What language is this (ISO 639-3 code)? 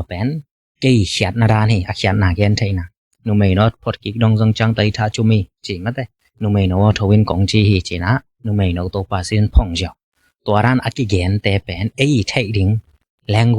ctd